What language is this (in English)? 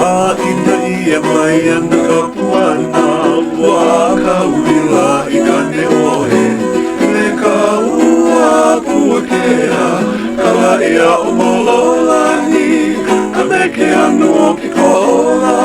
Hawaiian